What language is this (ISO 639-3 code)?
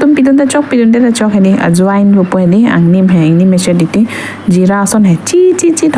mjw